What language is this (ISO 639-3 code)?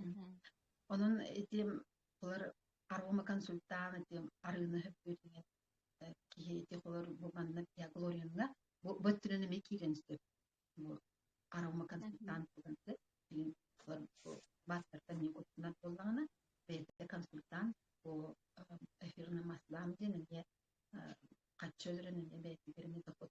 sah